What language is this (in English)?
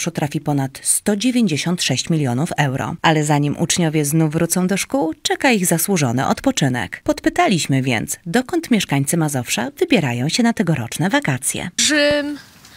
Polish